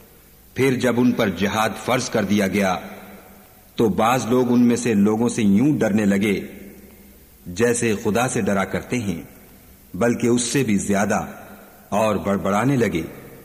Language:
Urdu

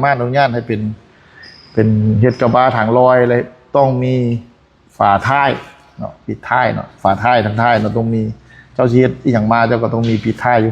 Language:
Lao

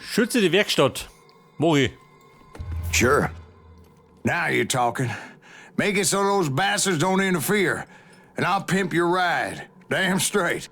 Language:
Bavarian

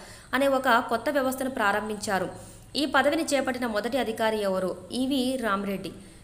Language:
Telugu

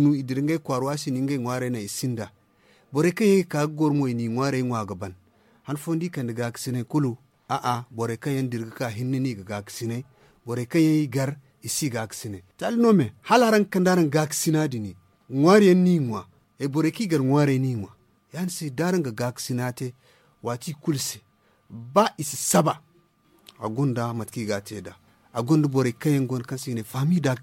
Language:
Zarma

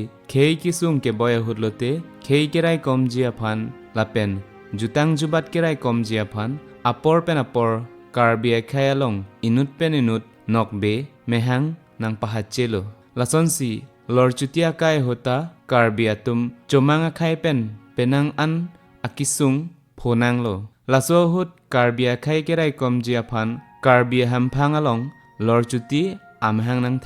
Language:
Karbi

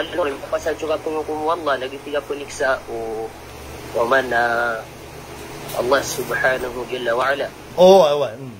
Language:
Maranao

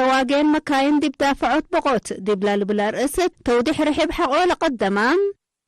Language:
Tigre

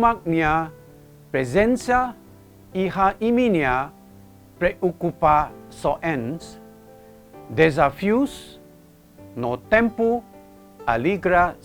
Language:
Tetum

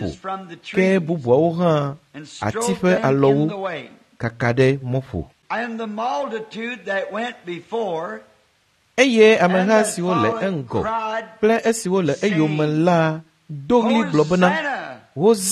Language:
Ewe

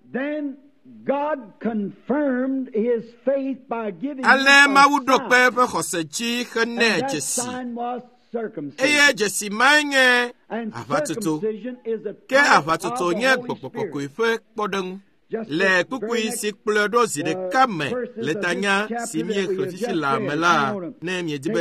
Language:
Ewe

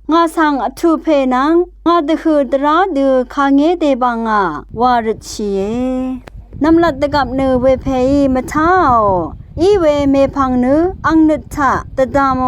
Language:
Rawang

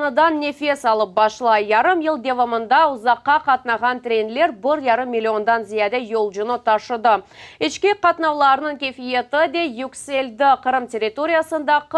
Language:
Crimean Tatar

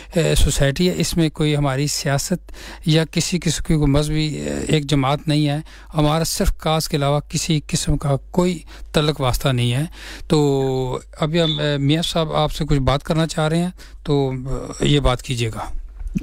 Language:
Urdu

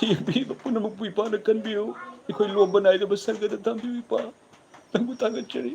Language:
Manipuri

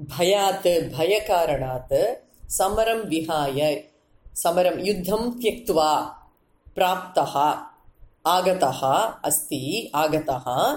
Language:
Sanskrit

